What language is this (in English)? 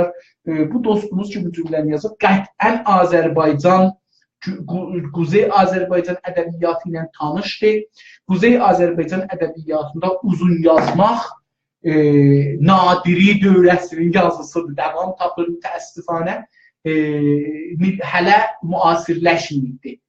South Azerbaijani